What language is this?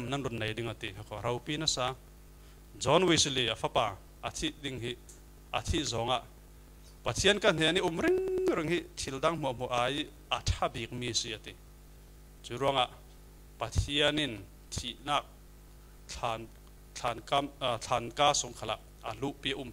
Falam Chin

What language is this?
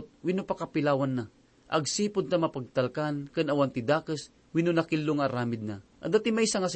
Iloko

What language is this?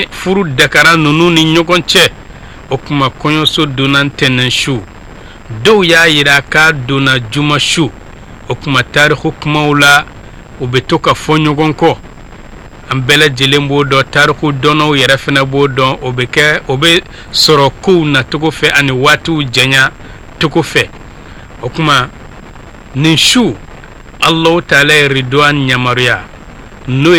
Bambara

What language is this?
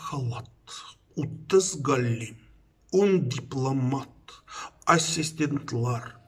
Tatar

